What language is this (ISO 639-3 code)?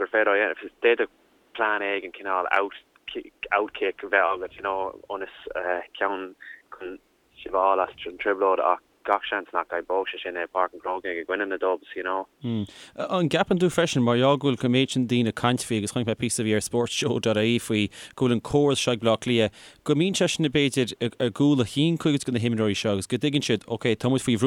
gle